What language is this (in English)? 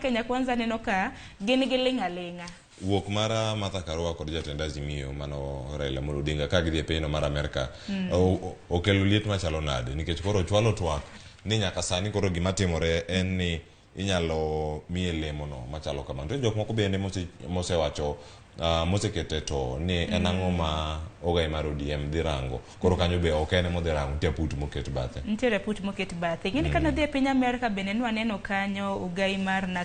Luo (Kenya and Tanzania)